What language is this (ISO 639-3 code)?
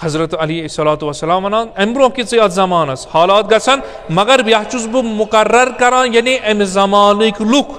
kas